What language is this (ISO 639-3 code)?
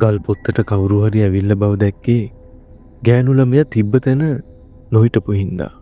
sin